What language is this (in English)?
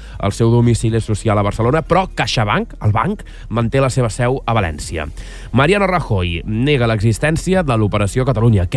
Catalan